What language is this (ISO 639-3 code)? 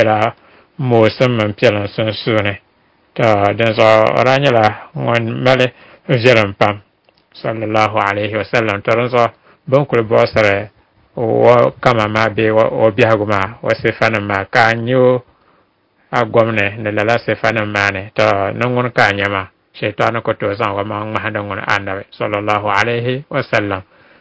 dag